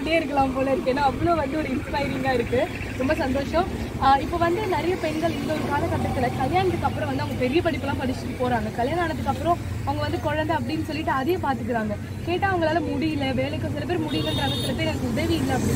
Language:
Tamil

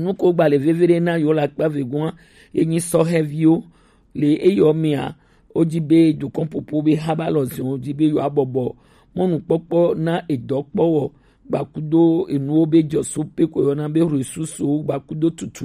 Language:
Gen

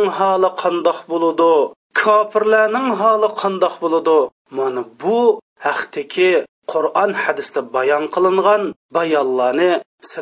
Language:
Uyghur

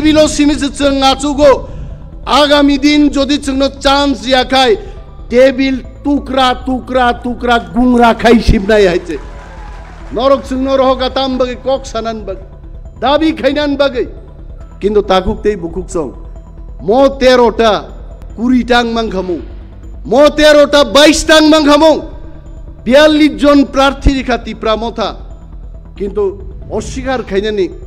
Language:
Kok Borok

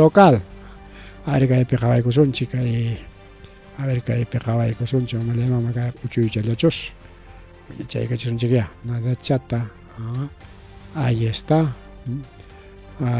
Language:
Ayacucho Quechua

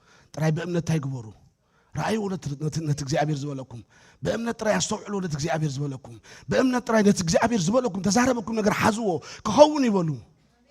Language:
Tigrinya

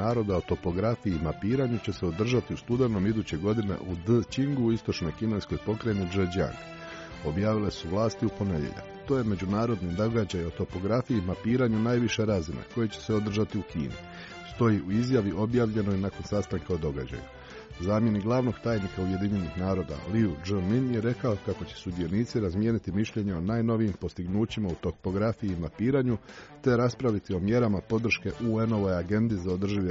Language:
Croatian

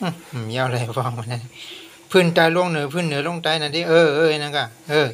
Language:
Shan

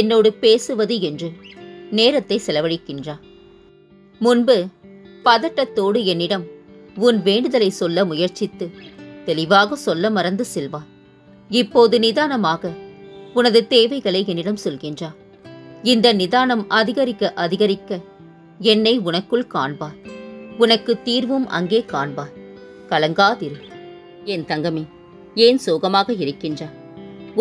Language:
Tamil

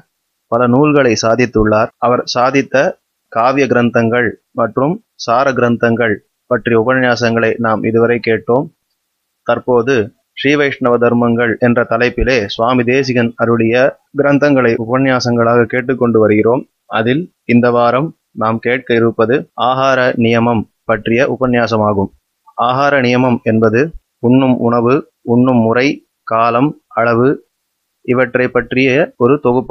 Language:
Tamil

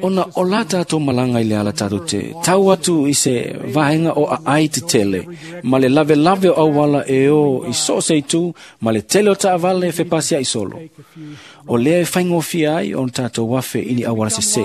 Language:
Samoan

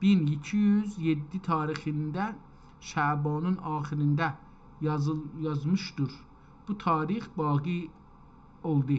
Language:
South Azerbaijani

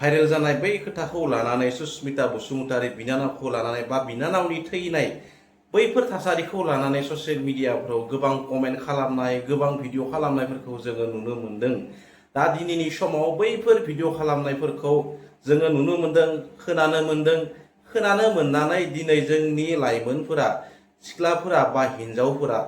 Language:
Bodo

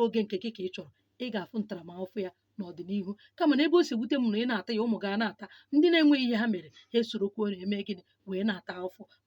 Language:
Igbo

